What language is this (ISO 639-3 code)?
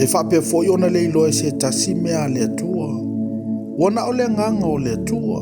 smo